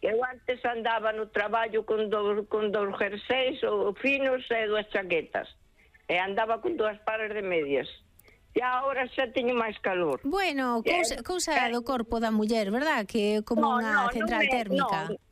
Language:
Galician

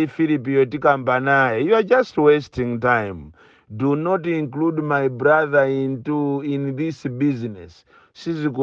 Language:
Nyanja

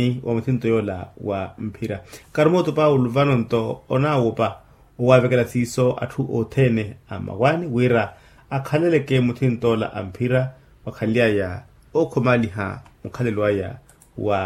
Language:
Makhuwa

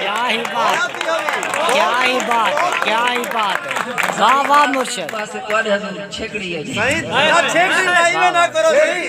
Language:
Saraiki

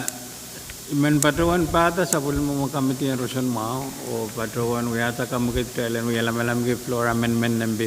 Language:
Pohnpeian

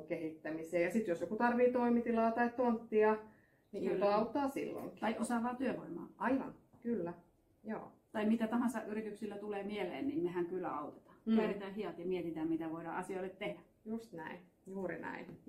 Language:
Finnish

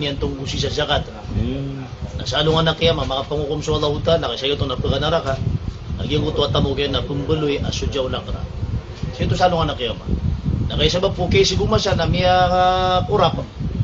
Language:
Maranao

